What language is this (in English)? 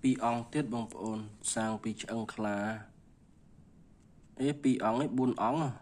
Khmer